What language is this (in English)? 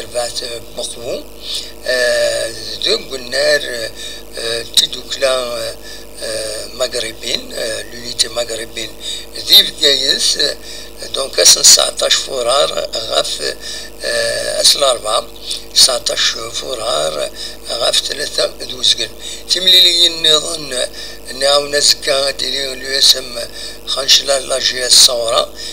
Kabyle